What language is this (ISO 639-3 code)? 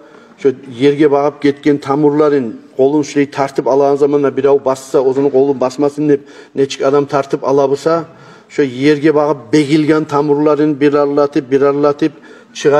kum